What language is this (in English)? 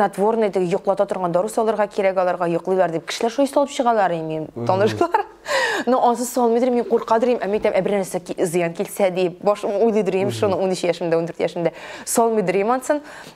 Tatar